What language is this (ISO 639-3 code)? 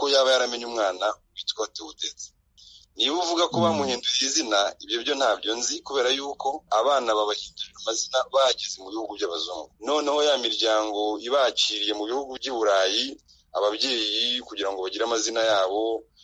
kin